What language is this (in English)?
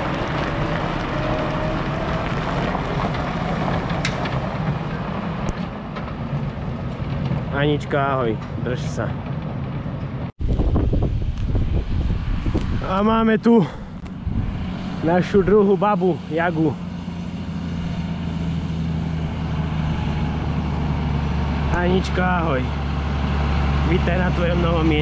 Slovak